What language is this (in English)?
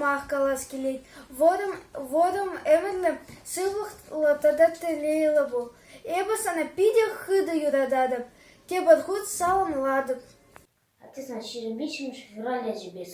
Chuvash